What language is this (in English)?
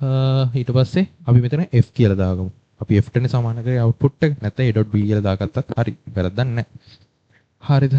Sinhala